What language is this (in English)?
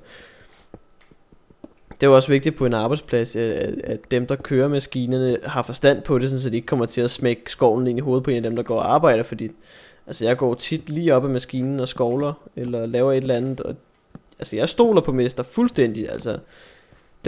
Danish